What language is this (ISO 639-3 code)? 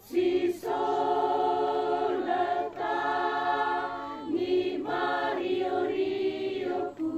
sda